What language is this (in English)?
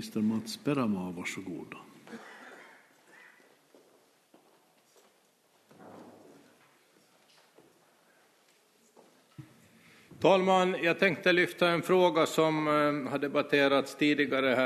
Swedish